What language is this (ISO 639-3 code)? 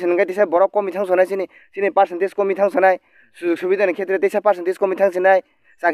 trp